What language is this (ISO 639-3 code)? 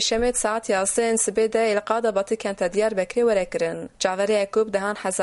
kur